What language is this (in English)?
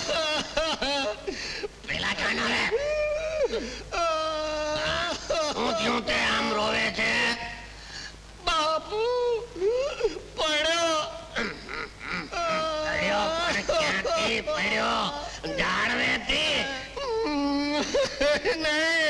Gujarati